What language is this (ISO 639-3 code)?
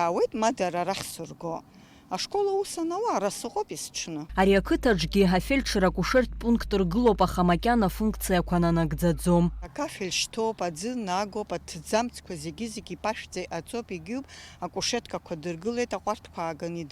abk